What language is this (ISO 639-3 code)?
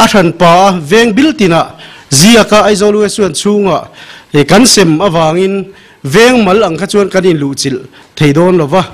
lus